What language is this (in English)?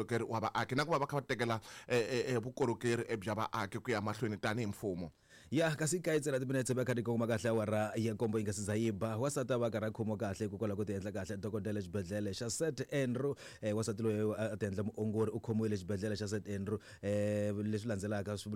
Tsonga